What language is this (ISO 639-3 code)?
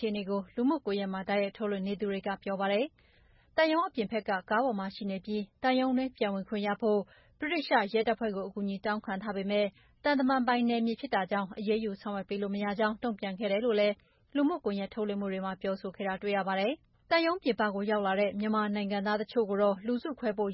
mya